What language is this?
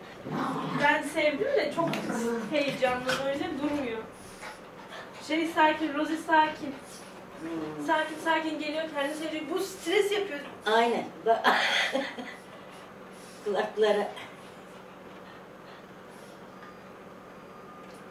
Turkish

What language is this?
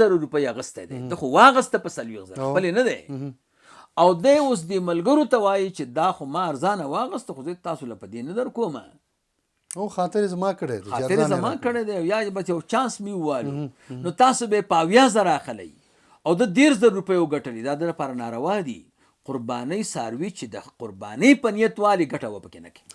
Pashto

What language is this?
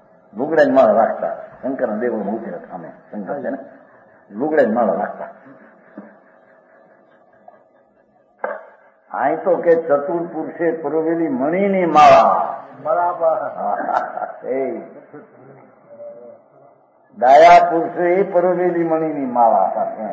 Gujarati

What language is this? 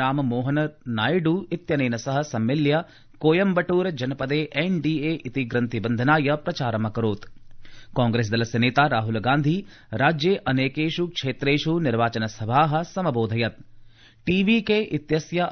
Sanskrit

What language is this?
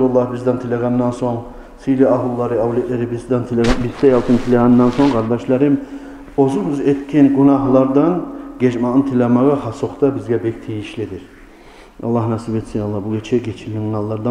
Kumyk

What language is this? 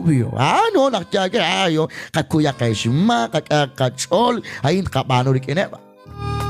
Kekchí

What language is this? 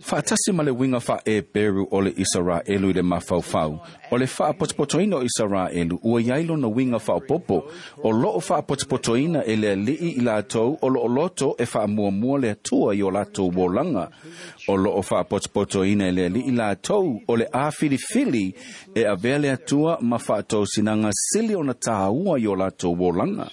Samoan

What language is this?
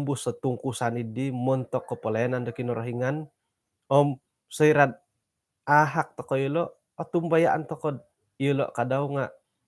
Central Dusun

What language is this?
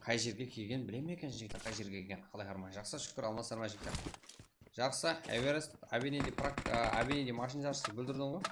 Kara-Kalpak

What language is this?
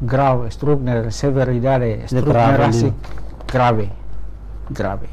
Tetum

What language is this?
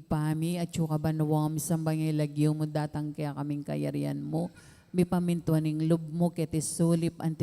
Pampanga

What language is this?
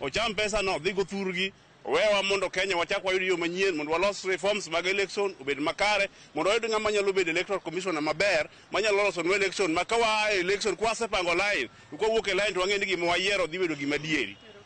Luo (Kenya and Tanzania)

